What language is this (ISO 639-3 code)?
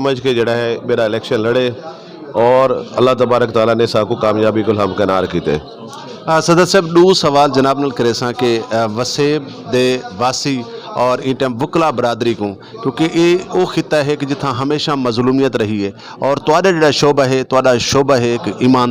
skr